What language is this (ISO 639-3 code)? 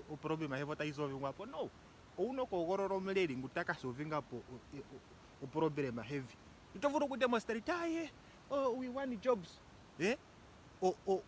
ndo